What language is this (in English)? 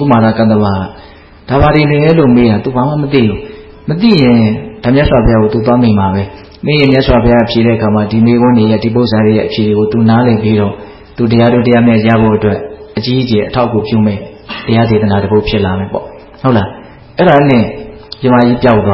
Burmese